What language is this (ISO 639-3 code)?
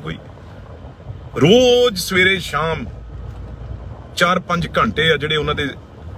pan